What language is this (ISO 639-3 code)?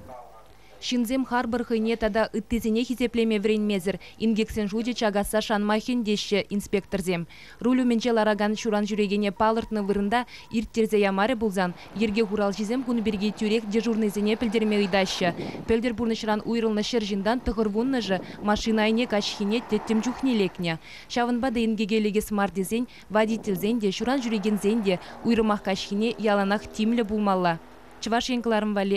chv